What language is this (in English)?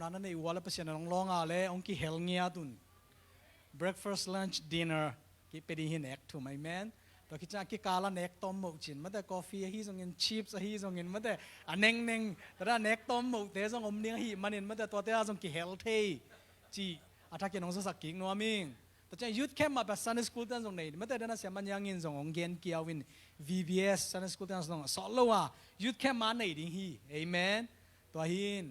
Tedim Chin